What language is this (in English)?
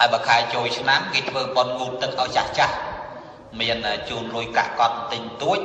Khmer